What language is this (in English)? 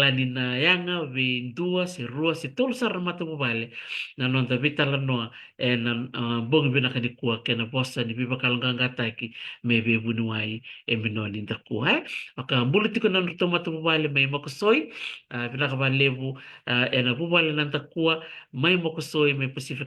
Fijian